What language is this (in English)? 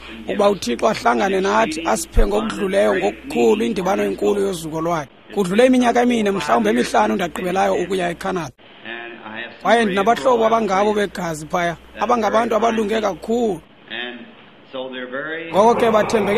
Xhosa